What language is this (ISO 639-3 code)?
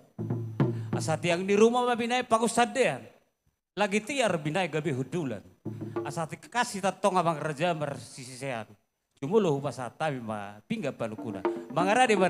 bbc